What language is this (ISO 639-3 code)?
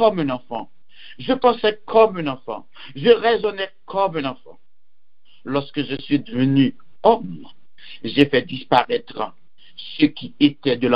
hat